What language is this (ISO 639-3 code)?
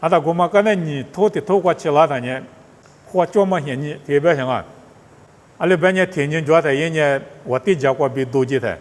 lis